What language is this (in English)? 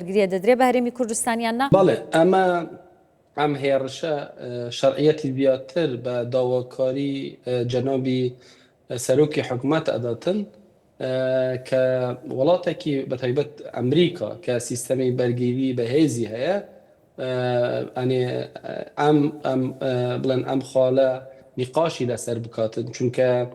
Central Kurdish